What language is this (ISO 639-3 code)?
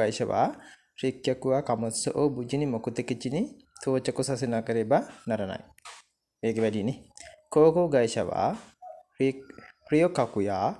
sin